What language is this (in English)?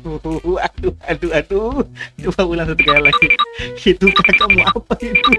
Ambonese Malay